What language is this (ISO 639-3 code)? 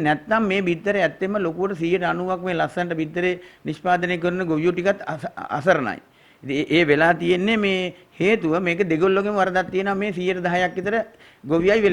sin